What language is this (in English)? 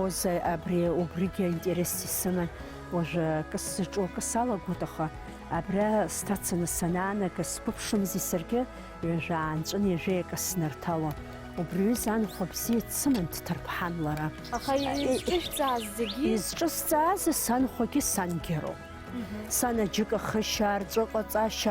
Abkhazian